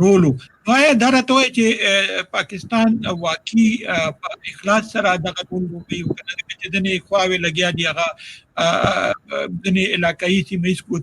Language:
Pashto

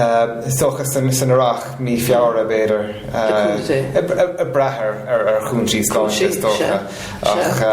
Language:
Irish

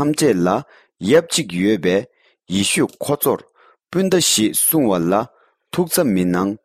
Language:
Tibetan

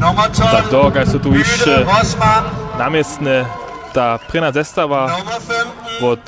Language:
Upper Sorbian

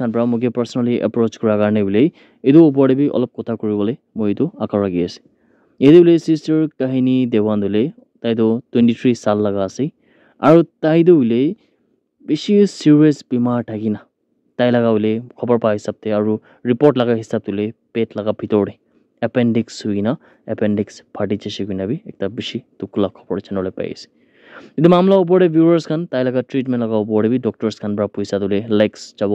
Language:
Naga Pidgin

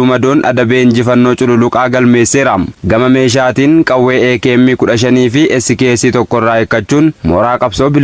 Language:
Oromo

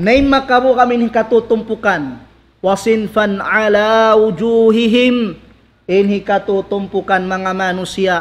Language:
Tausug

